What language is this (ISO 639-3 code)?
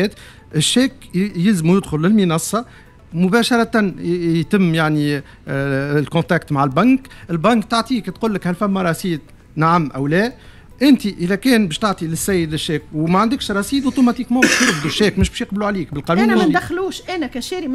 aeb